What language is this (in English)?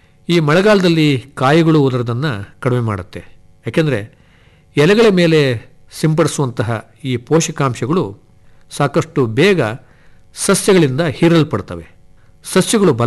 Kannada